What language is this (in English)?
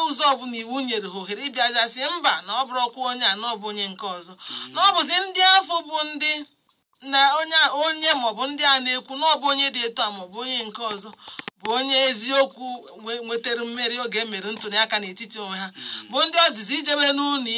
Igbo